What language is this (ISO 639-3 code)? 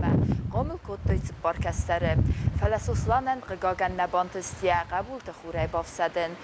oss